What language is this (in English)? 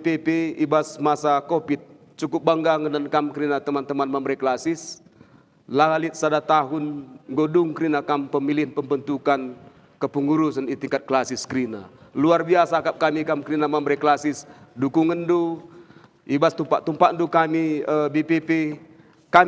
Batak Karo